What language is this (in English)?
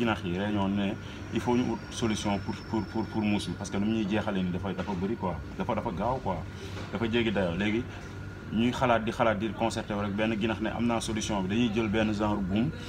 Wolof